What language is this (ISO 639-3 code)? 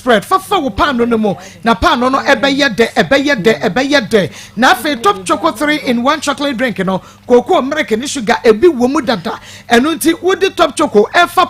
aka